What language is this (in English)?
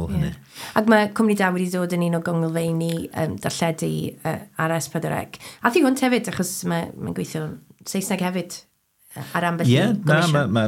Welsh